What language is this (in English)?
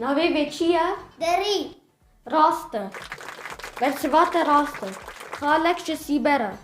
Kurdish